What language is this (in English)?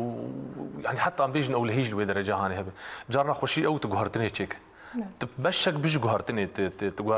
Kurdish